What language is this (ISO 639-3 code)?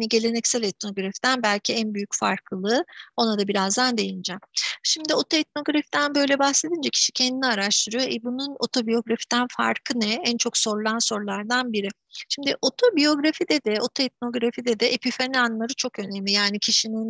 tur